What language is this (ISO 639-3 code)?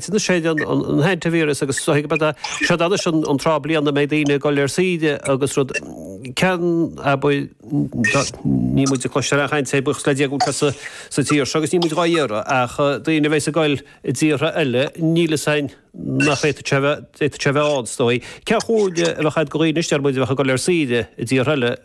gle